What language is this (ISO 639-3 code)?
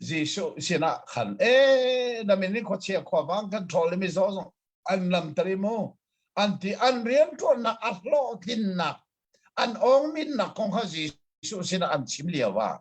cnh